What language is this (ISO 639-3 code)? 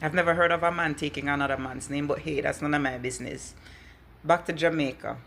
jam